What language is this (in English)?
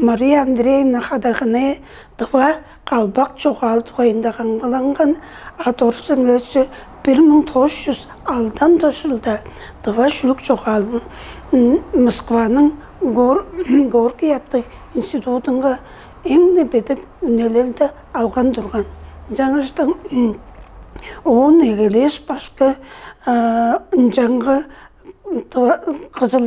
Tuvinian